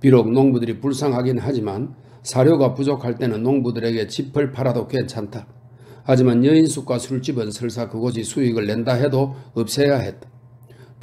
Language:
Korean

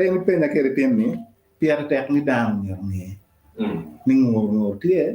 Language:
Acoli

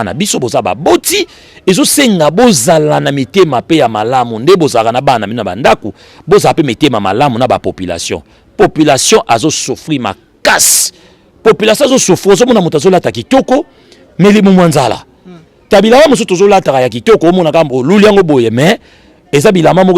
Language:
Lingala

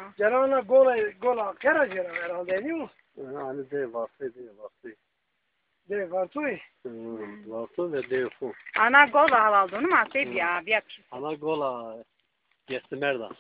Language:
Zaza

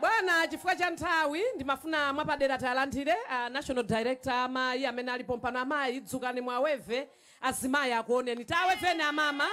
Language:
Nyanja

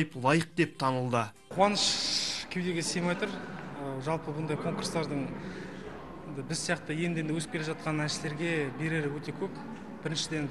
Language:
Kazakh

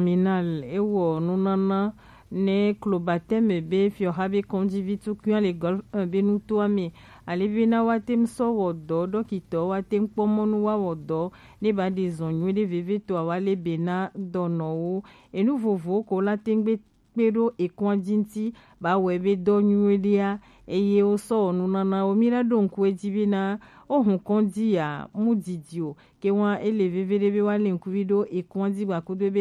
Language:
Gen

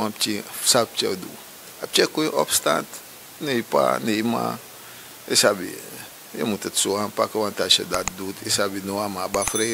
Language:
Sranan Tongo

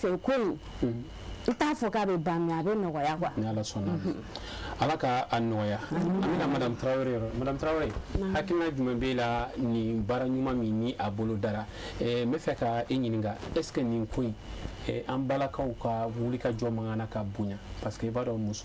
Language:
Bambara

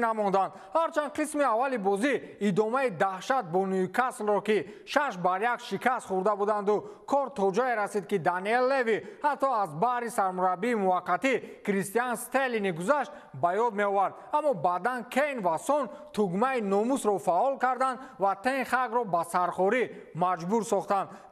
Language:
Tajik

